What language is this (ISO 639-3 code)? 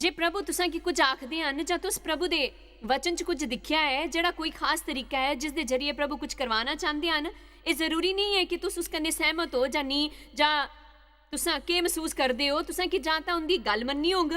doi